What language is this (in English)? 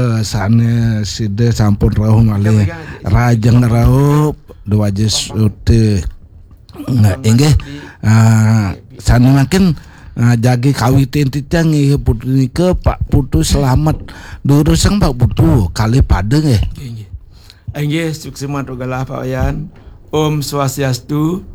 Balinese